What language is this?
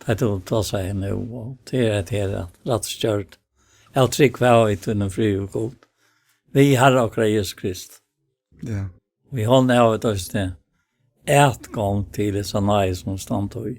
Faroese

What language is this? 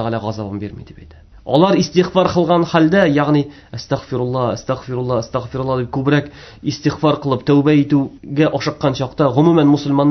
Tatar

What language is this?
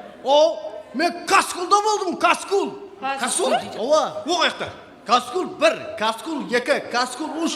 Kara-Kalpak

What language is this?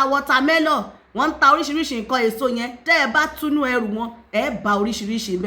Yoruba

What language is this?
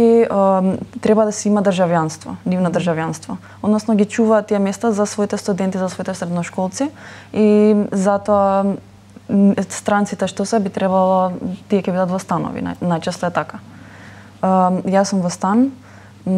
Macedonian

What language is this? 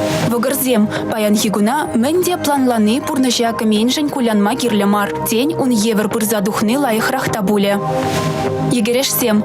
Chuvash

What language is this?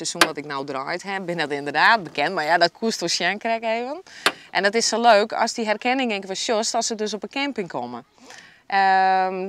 Western Frisian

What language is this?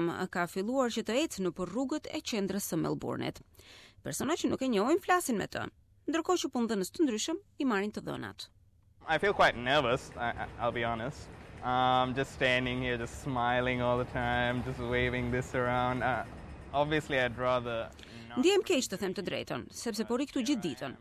Albanian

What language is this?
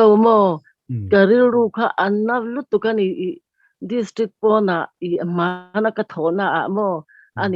Mizo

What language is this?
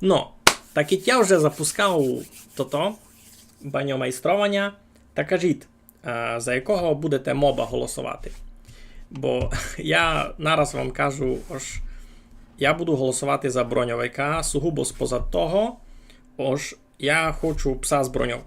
Rusyn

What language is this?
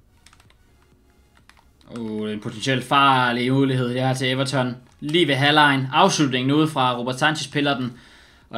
Danish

